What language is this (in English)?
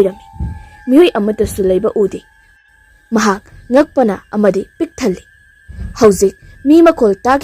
Manipuri